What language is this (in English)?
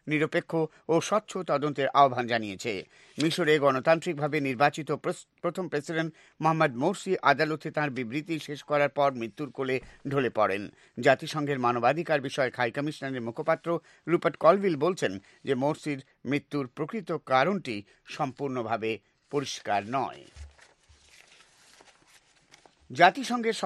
Bangla